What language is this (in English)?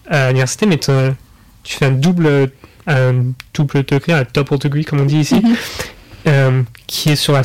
French